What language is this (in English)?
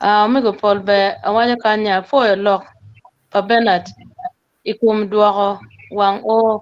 Acoli